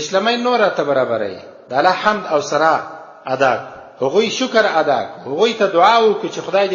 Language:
Pashto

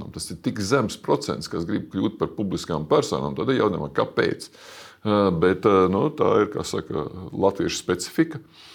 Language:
Latvian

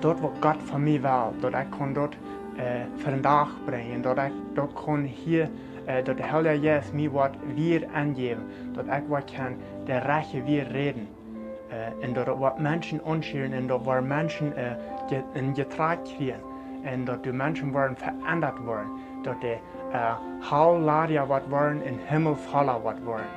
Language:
Plautdietsch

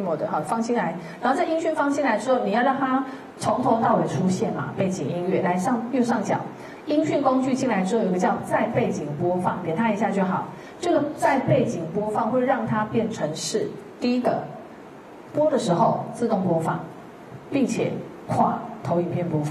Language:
Chinese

